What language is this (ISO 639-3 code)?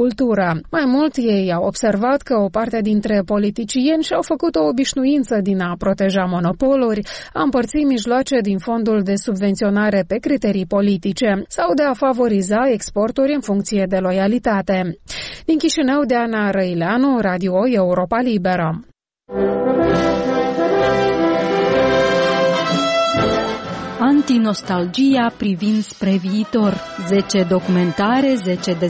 ron